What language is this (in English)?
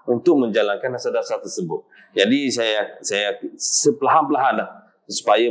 Malay